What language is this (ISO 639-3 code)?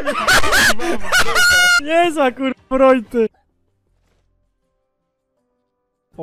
pol